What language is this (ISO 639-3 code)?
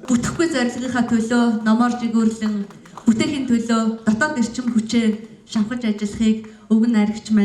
mon